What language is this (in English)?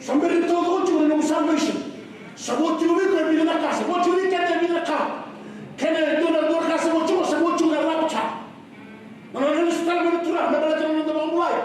Fijian